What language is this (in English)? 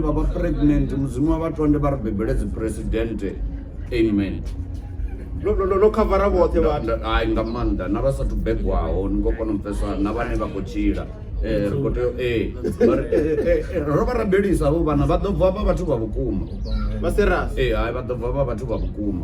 Venda